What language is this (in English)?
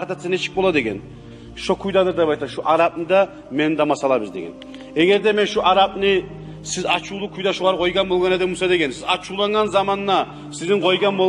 Kumyk